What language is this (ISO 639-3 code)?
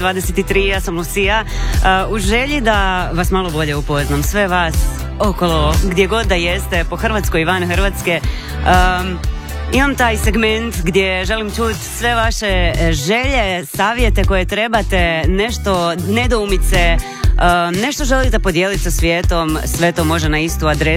hrv